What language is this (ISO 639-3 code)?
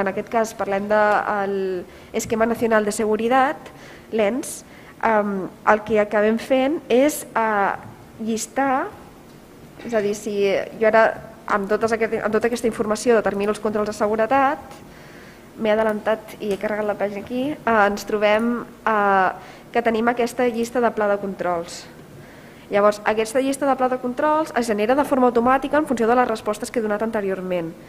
cat